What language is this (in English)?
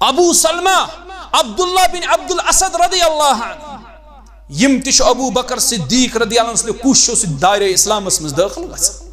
Kashmiri